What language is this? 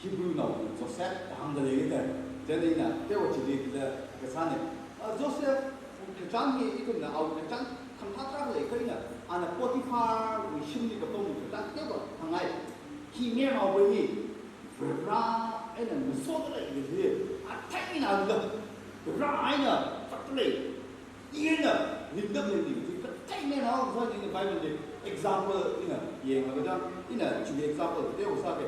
Tangkhul Naga (India)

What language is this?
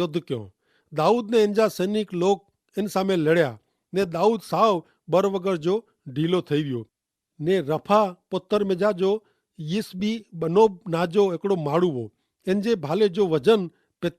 Kachhi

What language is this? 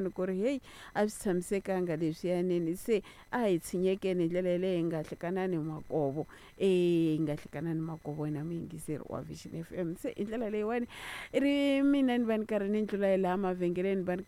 Tsonga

